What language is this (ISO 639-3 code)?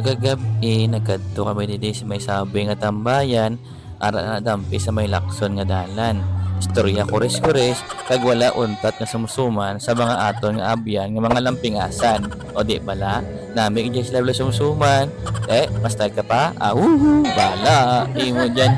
hil